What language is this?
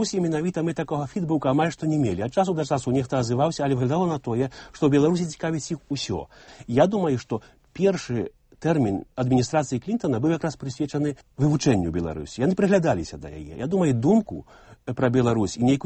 Belarusian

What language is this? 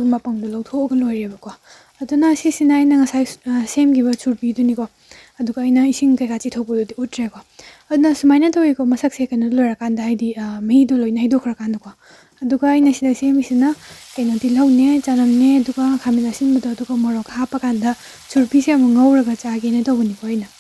Manipuri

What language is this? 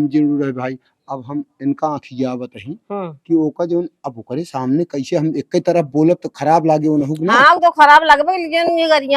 Awadhi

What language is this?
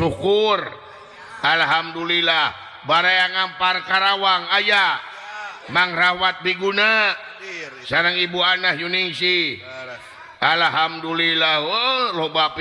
Sundanese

